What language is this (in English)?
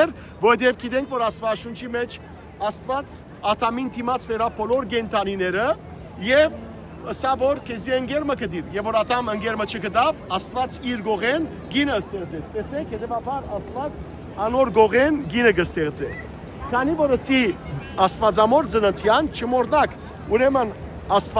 Western Armenian